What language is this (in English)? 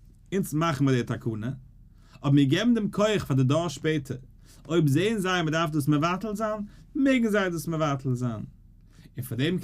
Yiddish